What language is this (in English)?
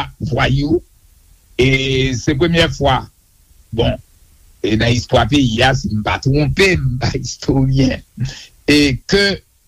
Haitian Creole